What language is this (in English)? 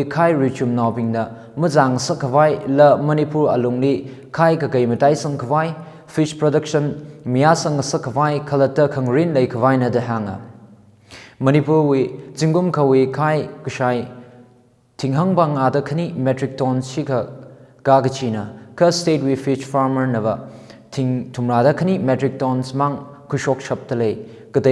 Tangkhul Naga (India)